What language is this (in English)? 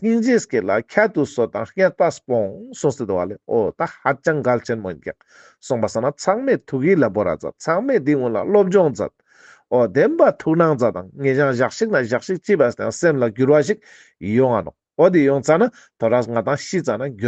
Ladakhi